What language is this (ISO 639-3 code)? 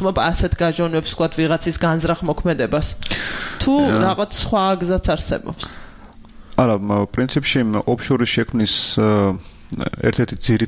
kat